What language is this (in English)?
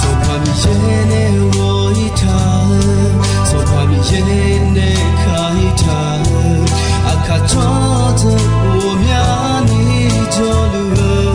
Akha